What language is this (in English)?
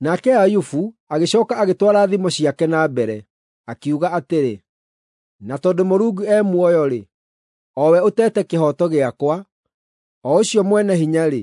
Kikuyu